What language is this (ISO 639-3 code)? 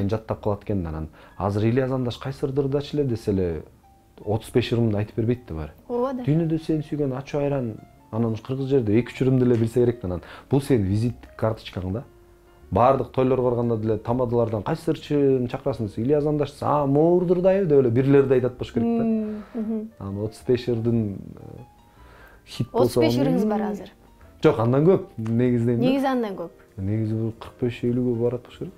kir